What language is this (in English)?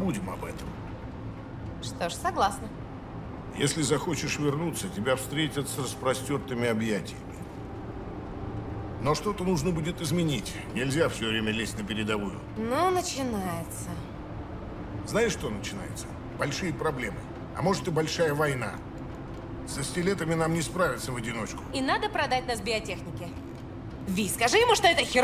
Russian